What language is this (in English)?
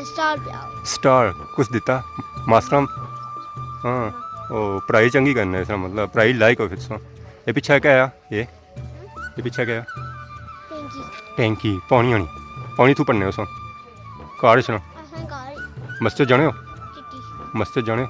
Pahari-Potwari